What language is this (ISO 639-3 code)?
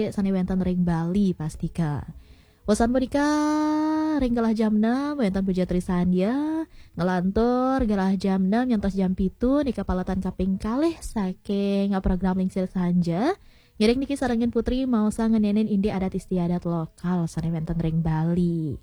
ban